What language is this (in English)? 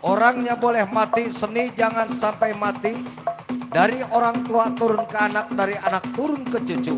Betawi